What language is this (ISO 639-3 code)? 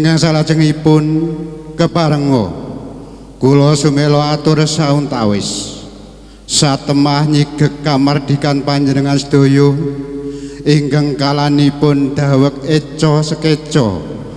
jav